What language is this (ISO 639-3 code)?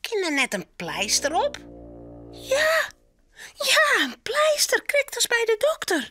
fry